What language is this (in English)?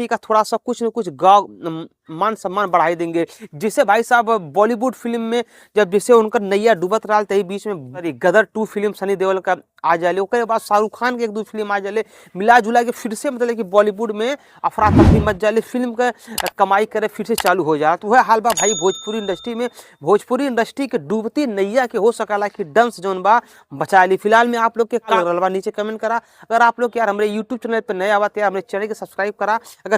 Bhojpuri